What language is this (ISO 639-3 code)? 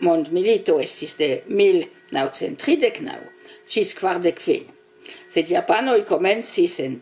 epo